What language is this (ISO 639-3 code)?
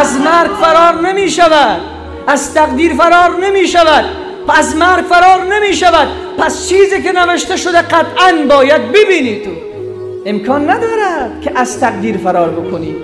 fas